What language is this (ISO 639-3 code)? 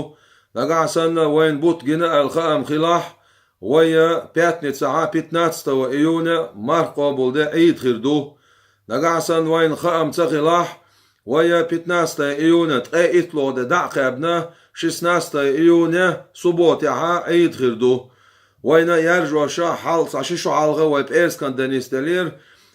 che